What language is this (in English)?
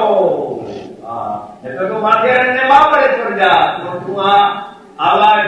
Gujarati